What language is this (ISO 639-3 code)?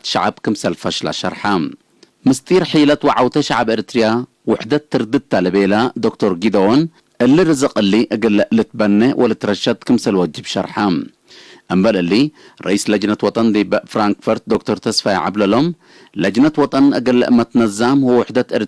tig